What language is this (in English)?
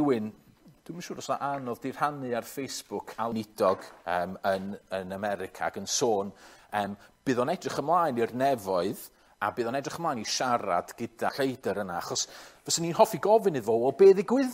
Welsh